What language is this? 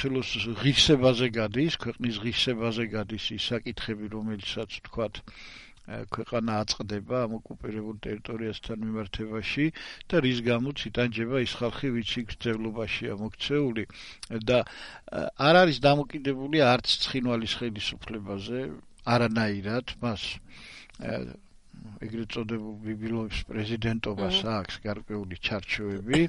Georgian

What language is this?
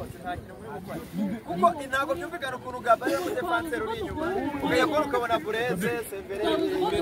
Kinyarwanda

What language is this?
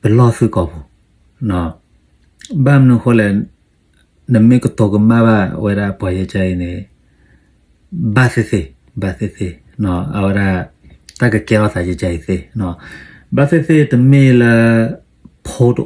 S'gaw Karen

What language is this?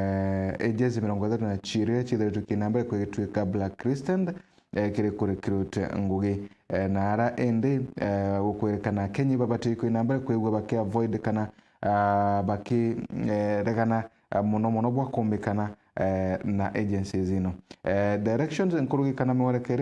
Meru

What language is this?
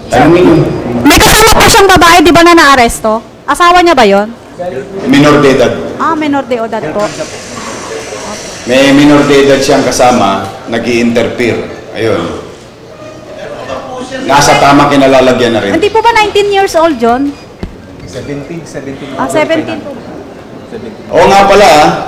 Filipino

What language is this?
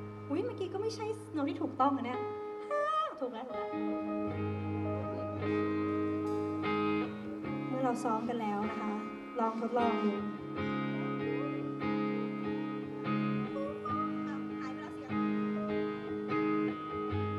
Thai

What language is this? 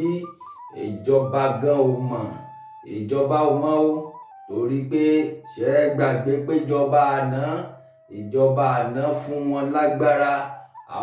Yoruba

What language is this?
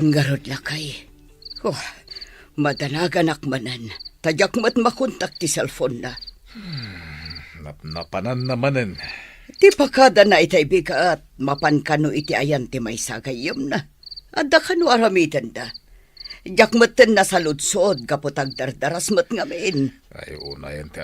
Iloko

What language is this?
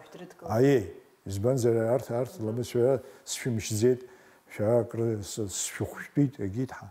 Abkhazian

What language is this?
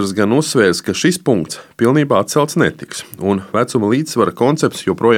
Latvian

